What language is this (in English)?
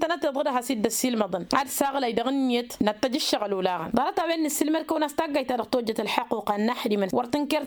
Tamasheq